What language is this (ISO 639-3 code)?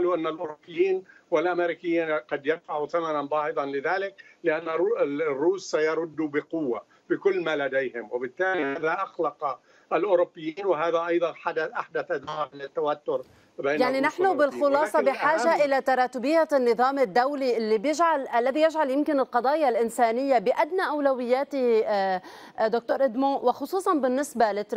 ara